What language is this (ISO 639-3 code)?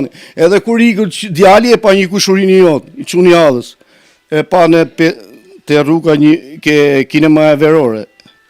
sqi